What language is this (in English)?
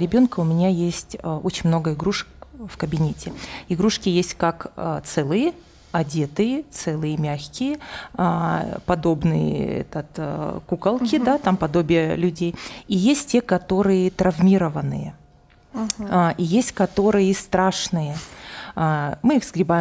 Russian